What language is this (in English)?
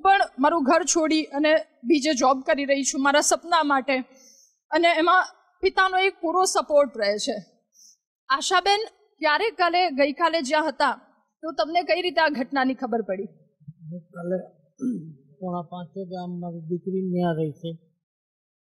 Gujarati